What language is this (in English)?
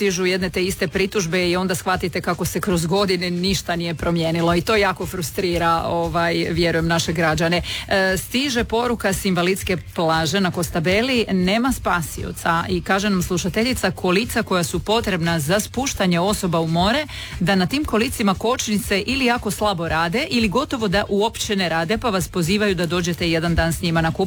Croatian